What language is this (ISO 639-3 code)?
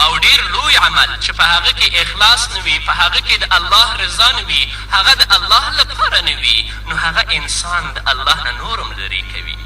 pus